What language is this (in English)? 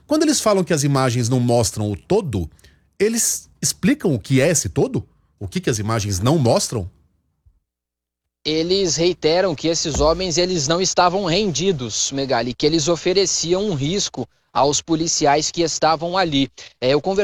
Portuguese